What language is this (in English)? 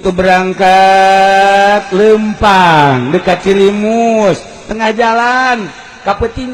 Sundanese